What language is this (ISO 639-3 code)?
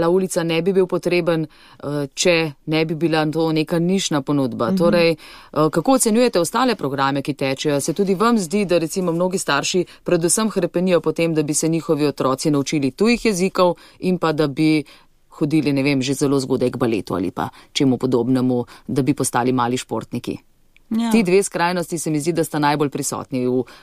slv